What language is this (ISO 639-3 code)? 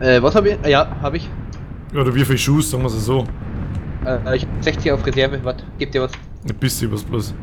bar